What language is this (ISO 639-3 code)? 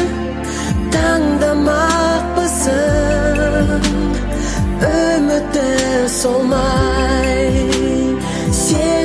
kaz